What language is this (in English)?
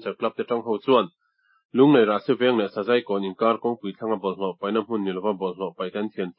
Mizo